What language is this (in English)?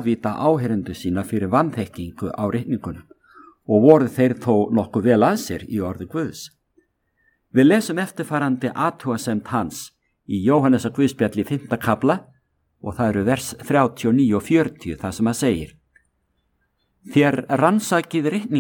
Icelandic